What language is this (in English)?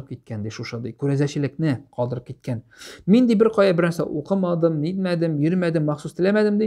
Tatar